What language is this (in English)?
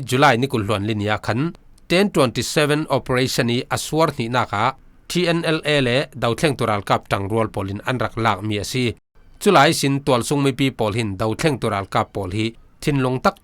Falam Chin